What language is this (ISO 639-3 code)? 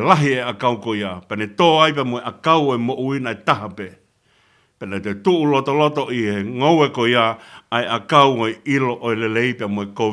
ton